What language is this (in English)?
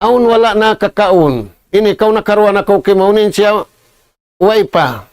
Tausug